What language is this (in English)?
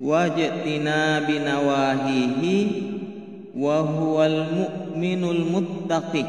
Buginese